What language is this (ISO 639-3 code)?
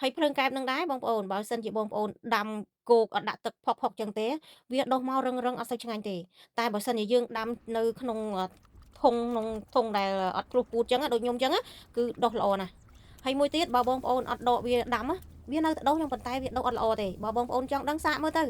khm